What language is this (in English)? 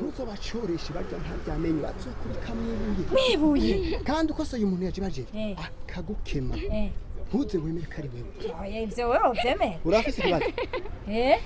Rundi